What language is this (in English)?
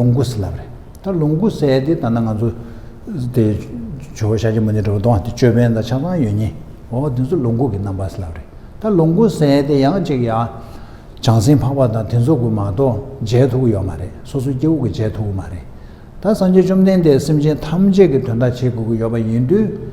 Tibetan